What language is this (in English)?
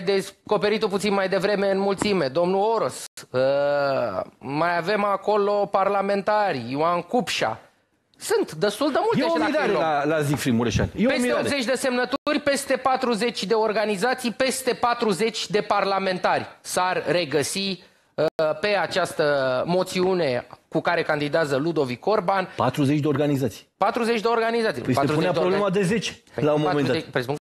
Romanian